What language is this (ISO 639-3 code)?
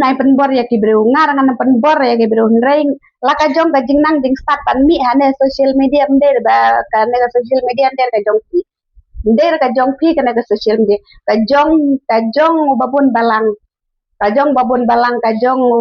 kha